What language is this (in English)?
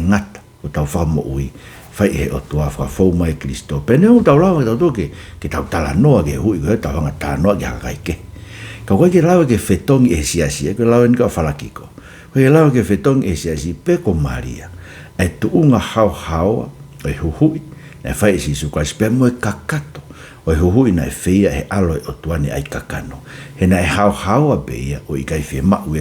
Tongan